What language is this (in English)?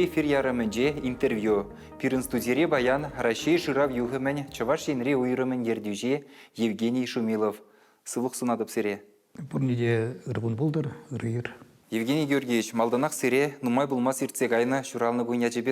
Chuvash